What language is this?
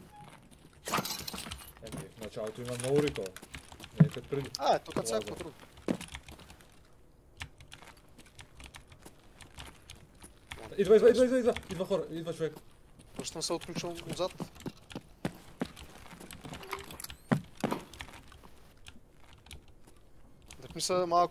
Bulgarian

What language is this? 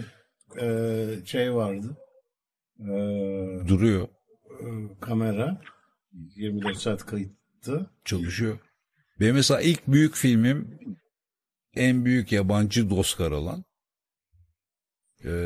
Turkish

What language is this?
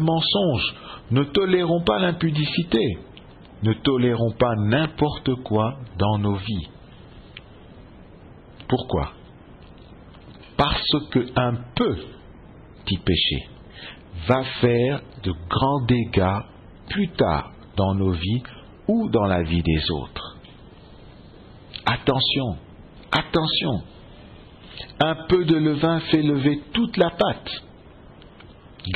French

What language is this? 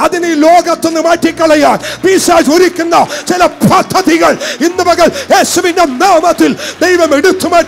Malayalam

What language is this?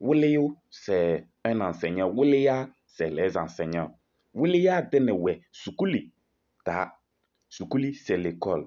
Kabiyè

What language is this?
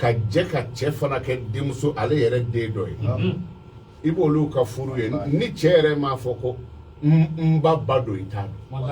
Bambara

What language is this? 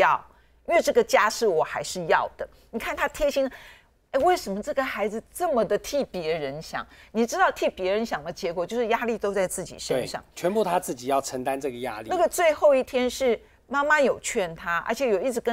Chinese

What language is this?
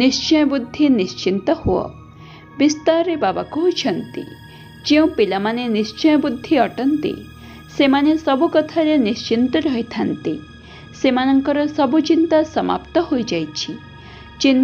Odia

